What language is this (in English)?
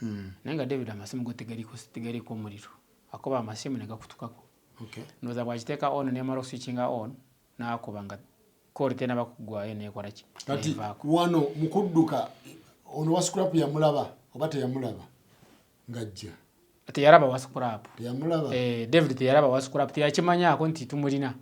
Ganda